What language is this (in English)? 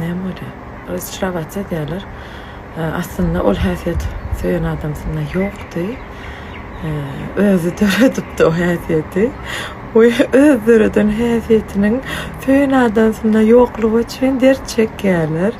Turkmen